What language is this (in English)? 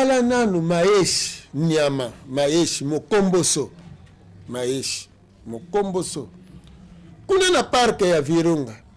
Lingala